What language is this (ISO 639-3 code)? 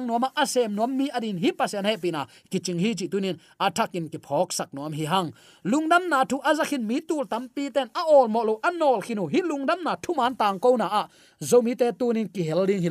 ctd